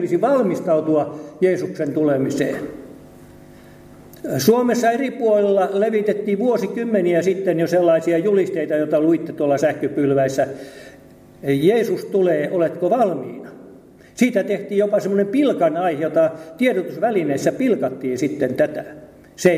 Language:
Finnish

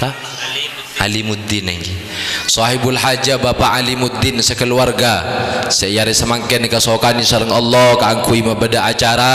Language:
Madurese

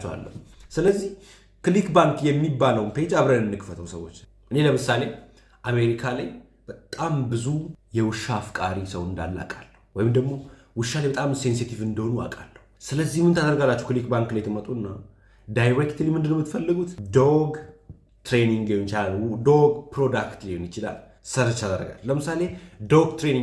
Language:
Amharic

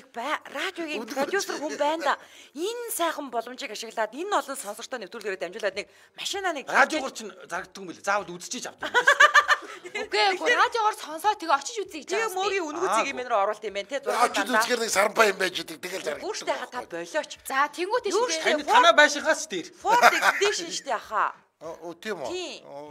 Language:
Mongolian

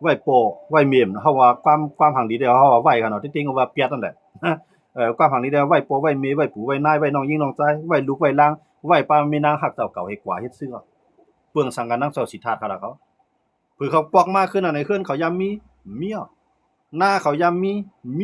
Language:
Shan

